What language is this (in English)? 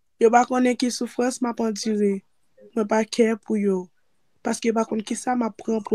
Haitian Creole